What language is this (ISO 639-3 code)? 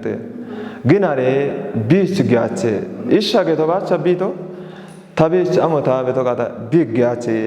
kbr